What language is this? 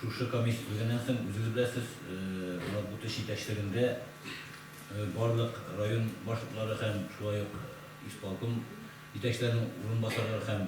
Tatar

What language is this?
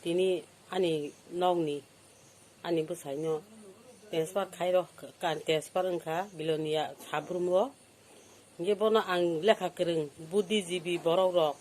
Kok Borok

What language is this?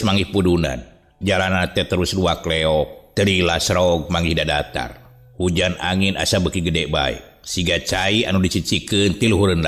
Sundanese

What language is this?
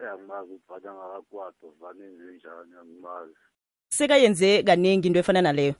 South Ndebele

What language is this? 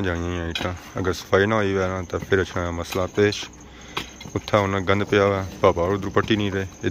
Pahari-Potwari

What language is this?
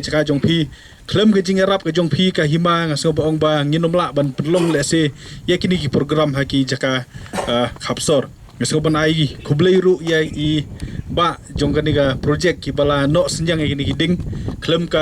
Khasi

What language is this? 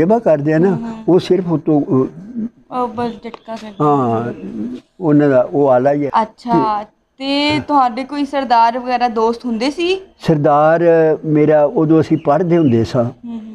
Punjabi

